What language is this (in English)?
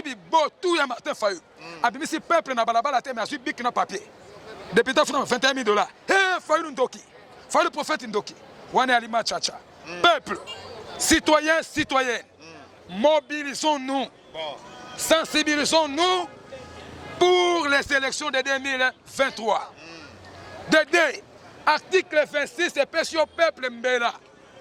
Lingala